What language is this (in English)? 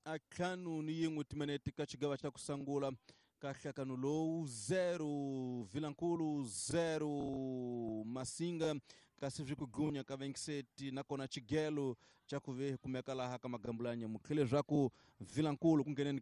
Tsonga